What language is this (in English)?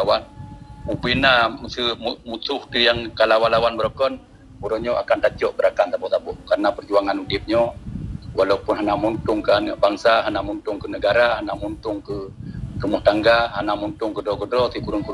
Achinese